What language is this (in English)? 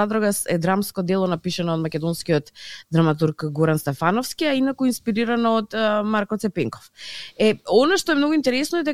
Macedonian